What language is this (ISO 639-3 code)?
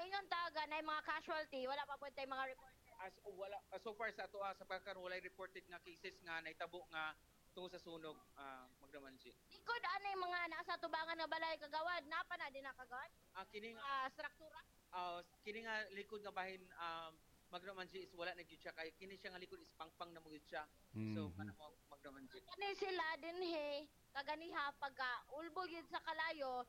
ceb